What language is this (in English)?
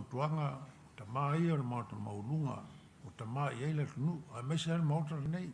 Samoan